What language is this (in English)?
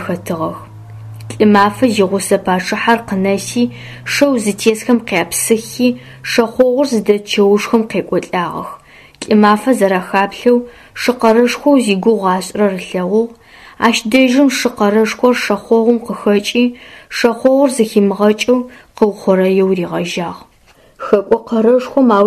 Adyghe